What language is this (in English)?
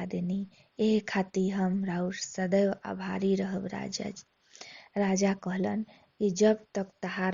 Bhojpuri